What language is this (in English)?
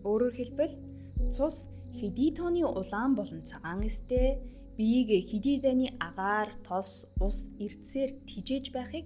Mongolian